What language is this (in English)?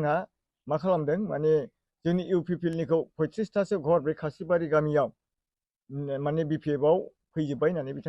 Bodo